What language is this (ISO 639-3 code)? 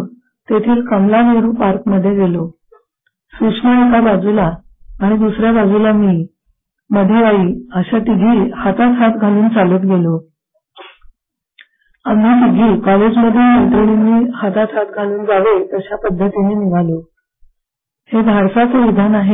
mar